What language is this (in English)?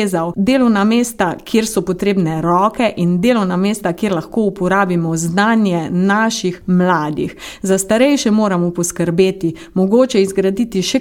Slovenian